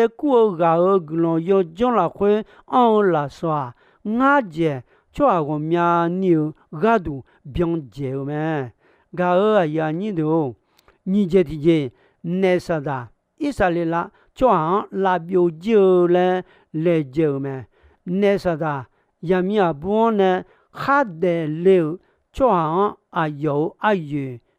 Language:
Akha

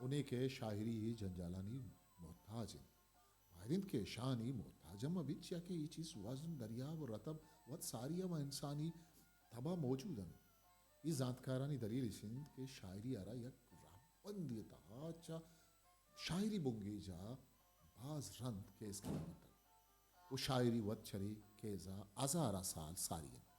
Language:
Eastern Balochi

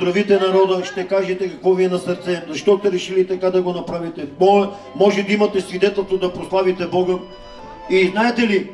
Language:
Bulgarian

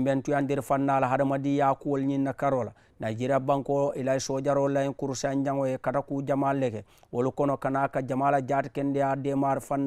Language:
Mandingo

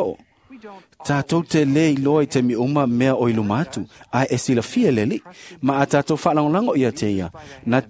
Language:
Samoan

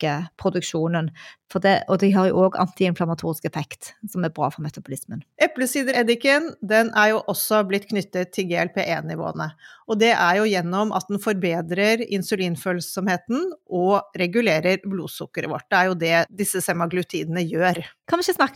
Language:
Norwegian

